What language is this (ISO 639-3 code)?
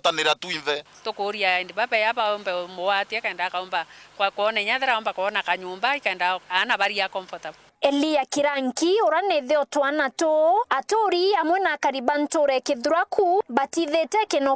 mer